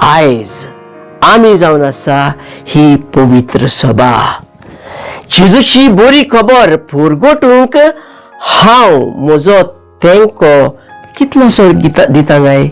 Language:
Konkani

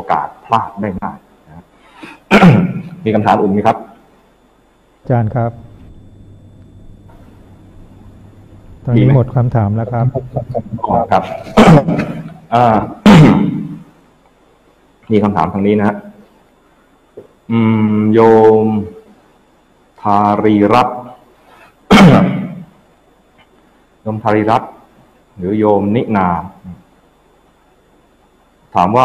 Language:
Thai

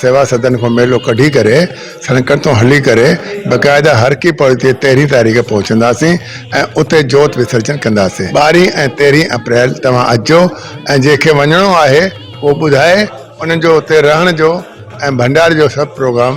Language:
Sindhi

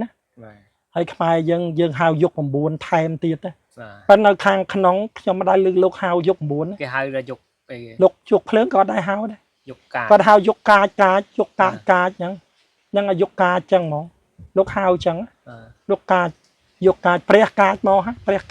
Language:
Khmer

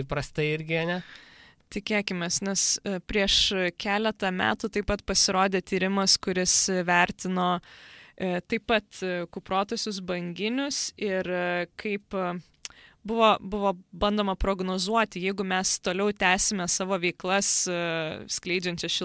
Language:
Lithuanian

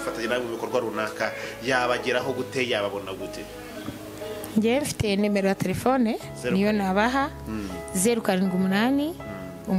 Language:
Kinyarwanda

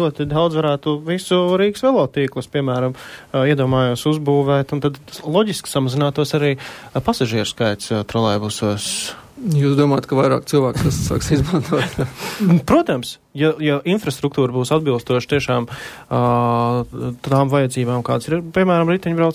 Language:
Latvian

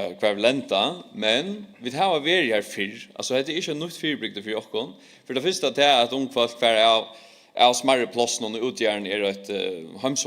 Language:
Faroese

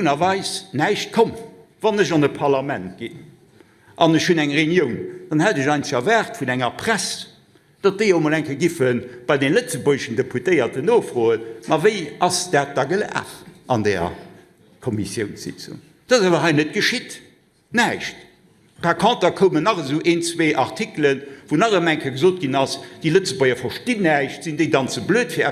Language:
Luxembourgish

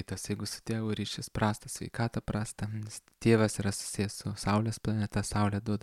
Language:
Lithuanian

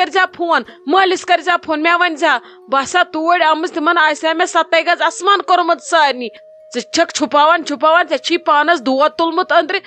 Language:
Kashmiri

